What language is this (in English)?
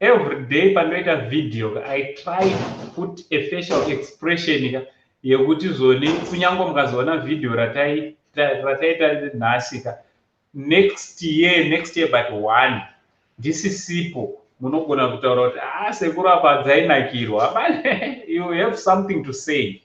Shona